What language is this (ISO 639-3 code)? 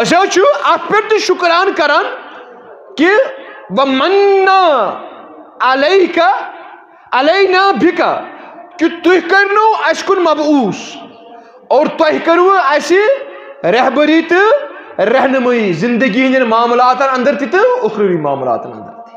kas